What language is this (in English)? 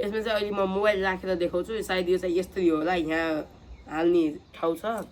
Nepali